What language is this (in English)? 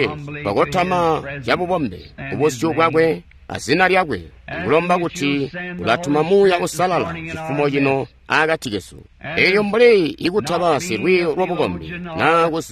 Tonga (Zambia)